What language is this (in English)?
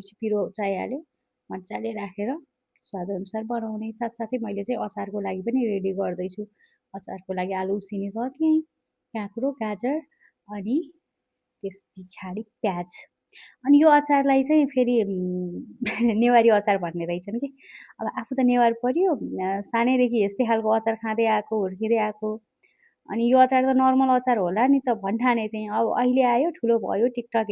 Nepali